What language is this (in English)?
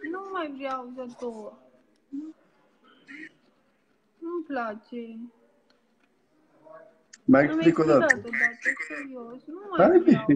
Romanian